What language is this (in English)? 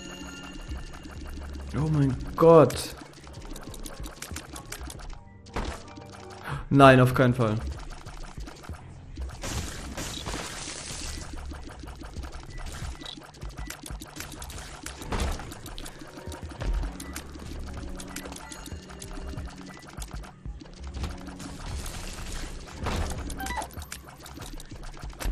German